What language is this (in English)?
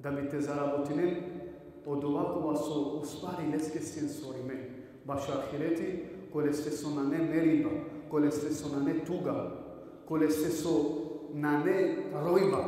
Balkan Romani